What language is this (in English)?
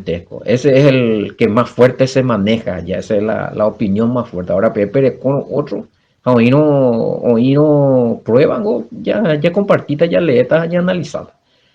Guarani